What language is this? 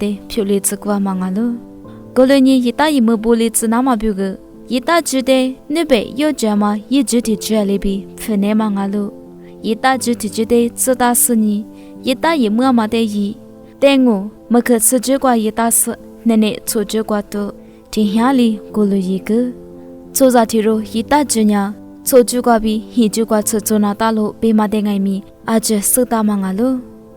Lisu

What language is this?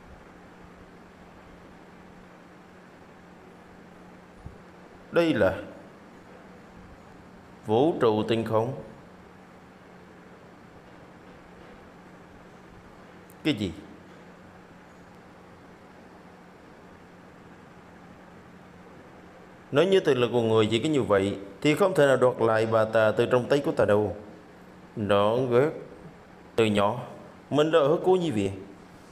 Vietnamese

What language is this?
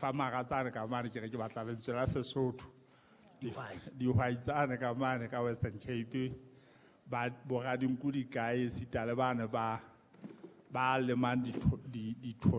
Southern Sotho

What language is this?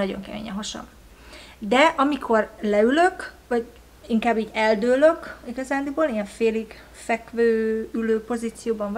Hungarian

